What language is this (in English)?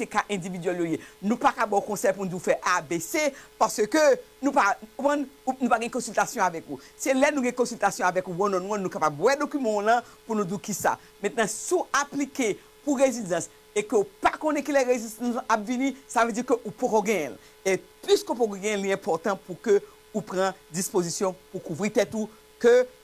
Haitian Creole